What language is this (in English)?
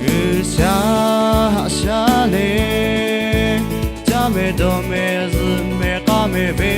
Lahu